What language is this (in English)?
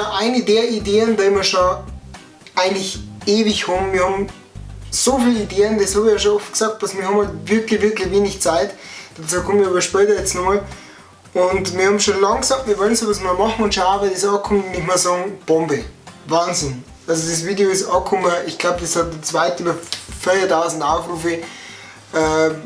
Bavarian